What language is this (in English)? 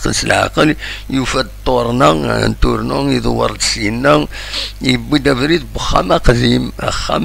Kabyle